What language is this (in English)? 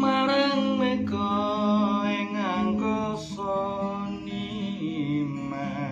Javanese